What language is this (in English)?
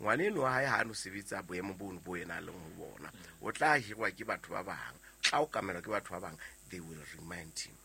Southern Sotho